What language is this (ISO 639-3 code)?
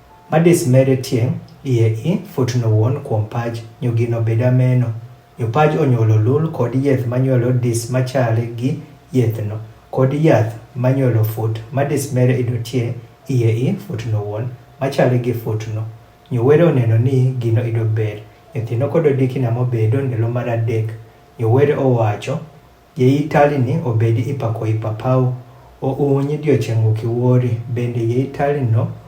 adh